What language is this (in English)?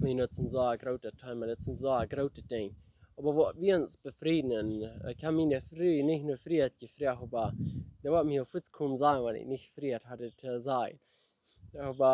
Plautdietsch